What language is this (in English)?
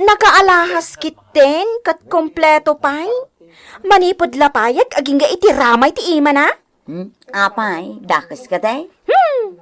Iloko